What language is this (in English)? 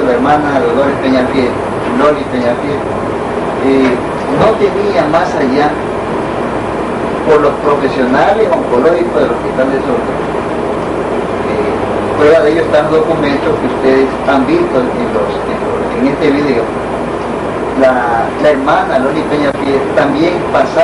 Spanish